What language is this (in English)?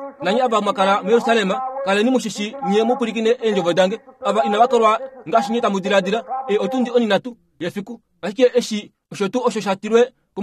Kuanyama